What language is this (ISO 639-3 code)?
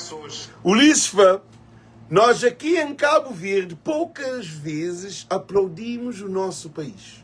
kea